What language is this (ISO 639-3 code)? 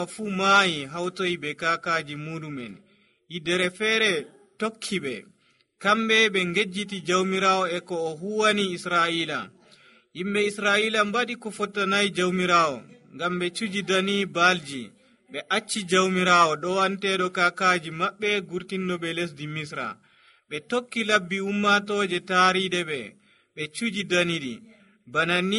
fuv